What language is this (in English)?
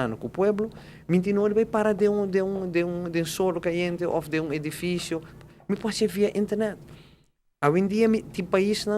Papiamento